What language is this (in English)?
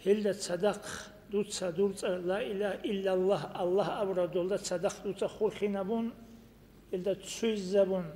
Avaric